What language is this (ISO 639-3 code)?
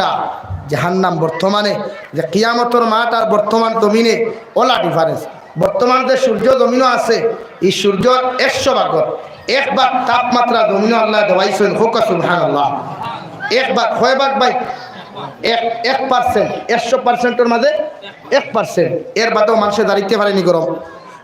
syl